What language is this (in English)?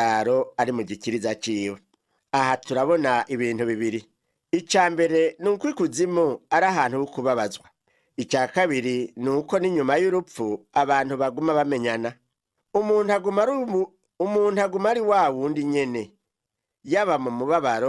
Rundi